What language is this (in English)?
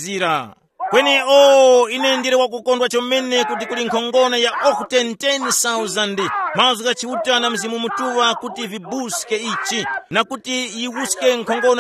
Tumbuka